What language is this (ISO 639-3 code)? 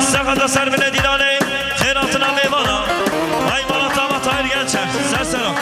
kur